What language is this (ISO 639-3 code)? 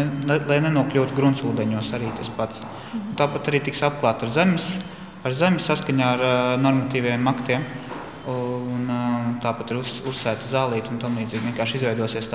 lav